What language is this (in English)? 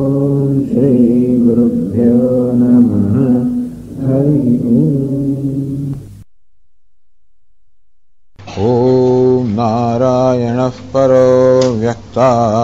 Gujarati